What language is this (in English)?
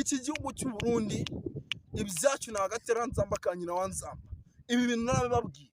Rundi